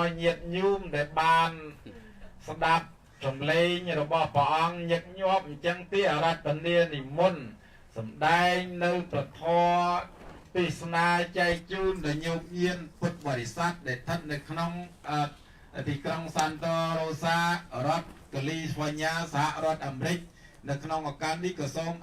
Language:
Khmer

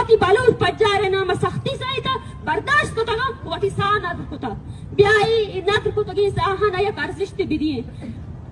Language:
Baluchi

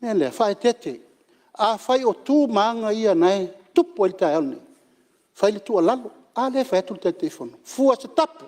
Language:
Samoan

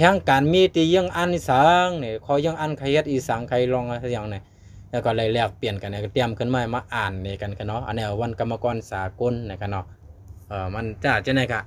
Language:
Shan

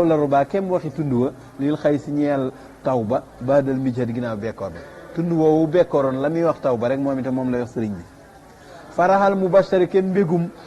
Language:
Wolof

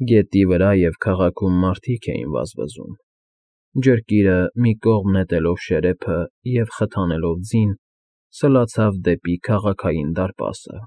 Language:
Armenian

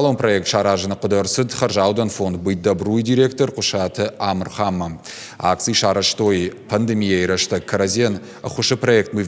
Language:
Ossetic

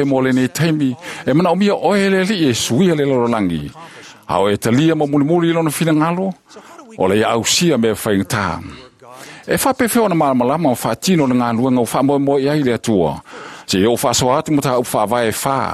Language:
Samoan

